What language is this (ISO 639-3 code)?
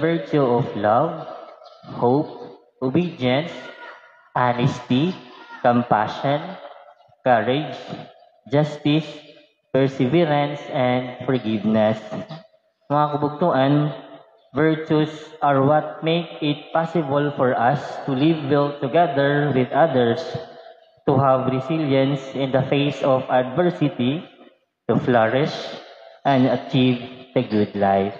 war